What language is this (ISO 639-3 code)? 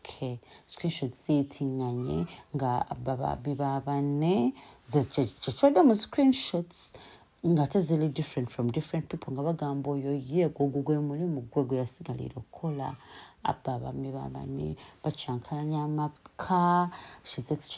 lug